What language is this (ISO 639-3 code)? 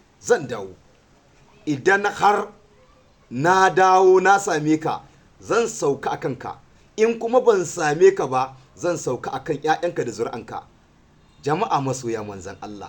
hau